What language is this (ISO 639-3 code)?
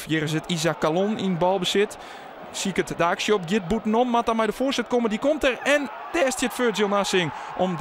fry